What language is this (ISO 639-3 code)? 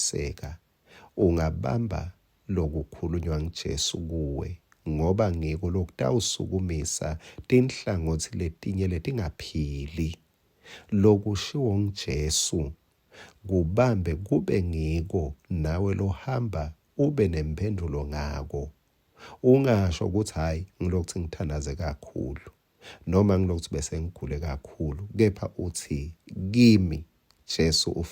ssw